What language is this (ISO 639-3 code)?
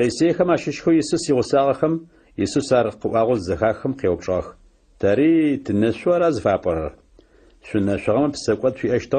ady